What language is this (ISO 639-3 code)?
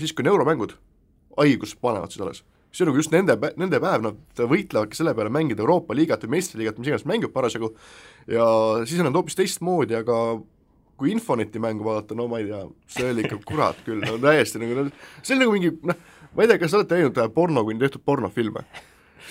est